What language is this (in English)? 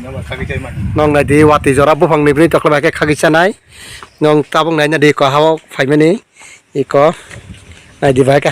Kok Borok